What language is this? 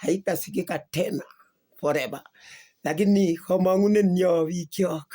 Kalenjin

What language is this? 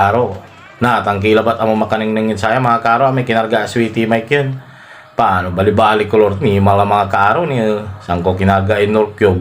Pangasinan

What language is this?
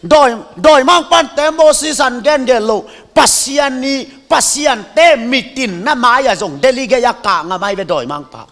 Tedim Chin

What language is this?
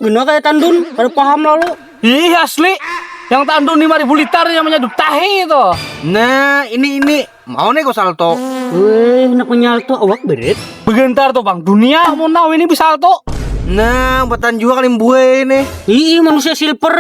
Banjar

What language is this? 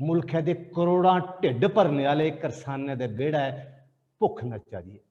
Dogri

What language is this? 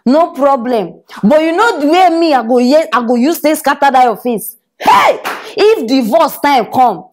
Nigerian Pidgin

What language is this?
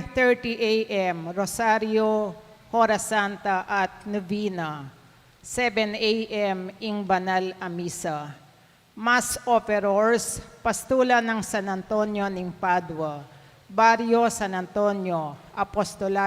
Pampanga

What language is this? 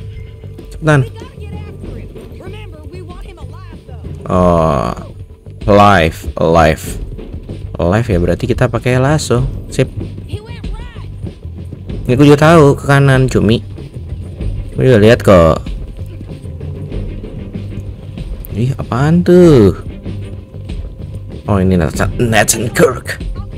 Indonesian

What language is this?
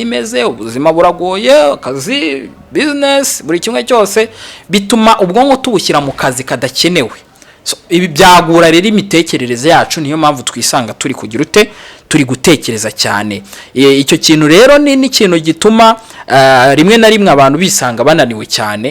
Kinyarwanda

